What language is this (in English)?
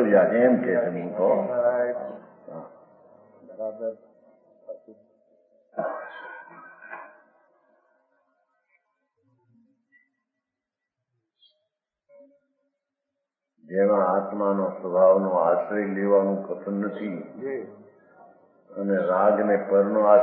Gujarati